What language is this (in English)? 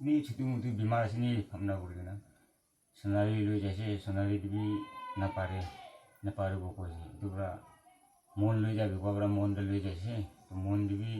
Naga Pidgin